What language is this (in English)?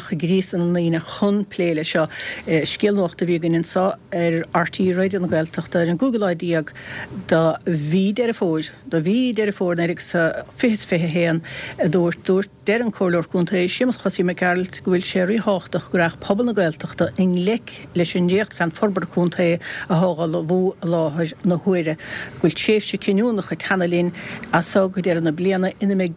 Irish